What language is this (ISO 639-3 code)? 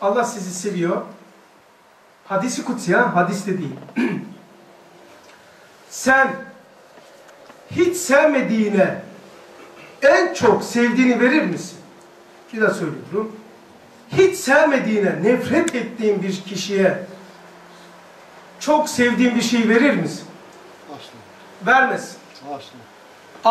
tur